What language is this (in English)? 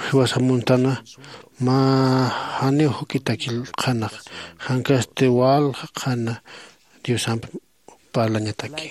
Aymara